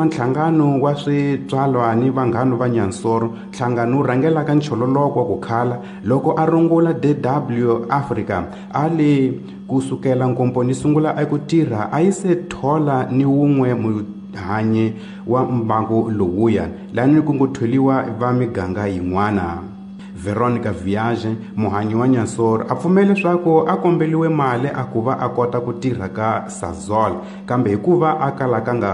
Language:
Tsonga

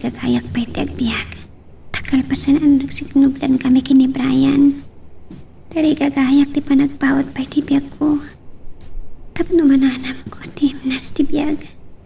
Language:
Iloko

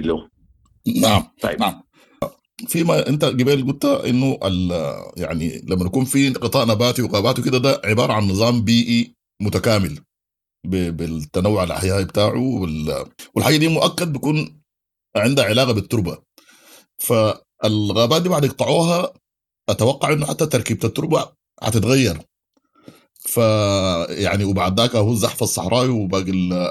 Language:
Sudanese Arabic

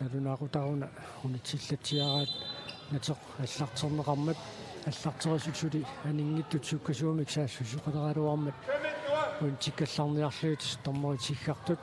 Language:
Kalaallisut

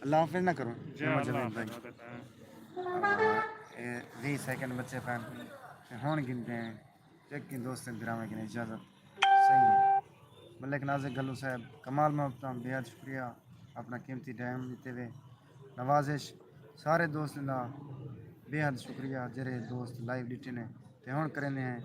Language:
Saraiki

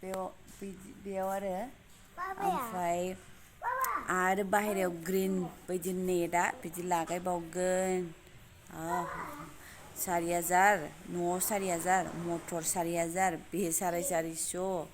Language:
Bodo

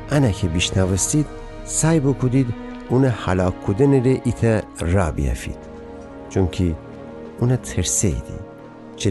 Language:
Gilaki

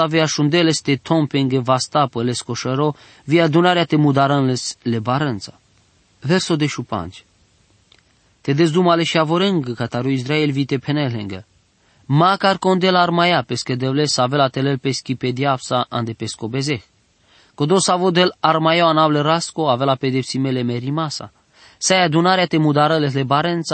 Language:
Romany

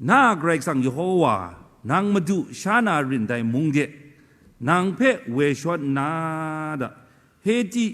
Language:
Kachin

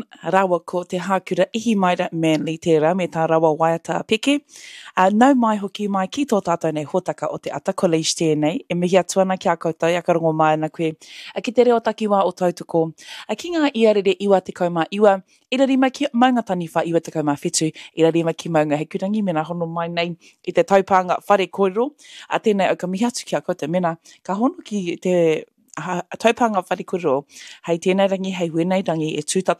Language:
Māori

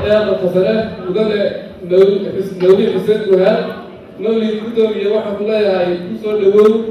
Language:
Somali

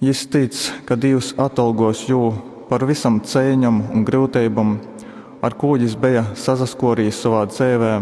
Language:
Latgalian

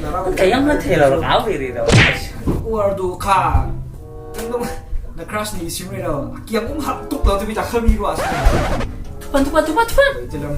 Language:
Falam Chin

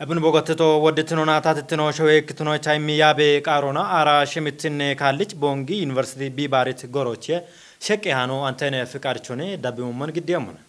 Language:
Kafa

